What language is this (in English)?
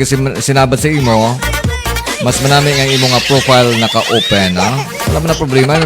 Hiligaynon